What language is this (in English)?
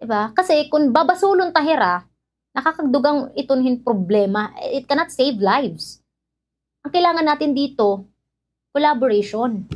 Waray